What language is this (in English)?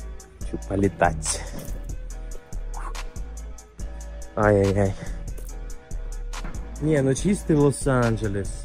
Russian